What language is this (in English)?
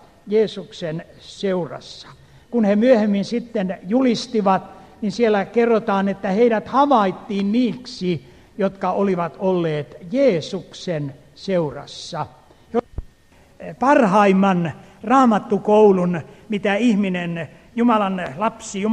Finnish